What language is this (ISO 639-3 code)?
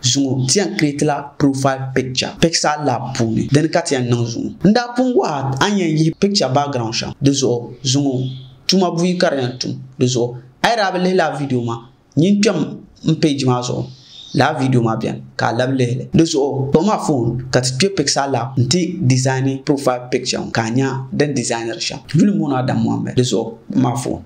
dag